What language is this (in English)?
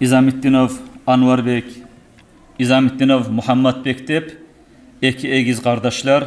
Kumyk